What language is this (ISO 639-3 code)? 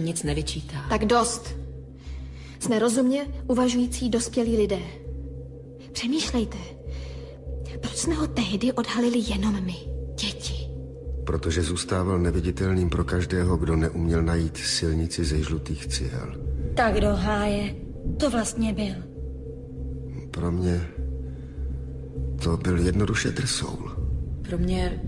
ces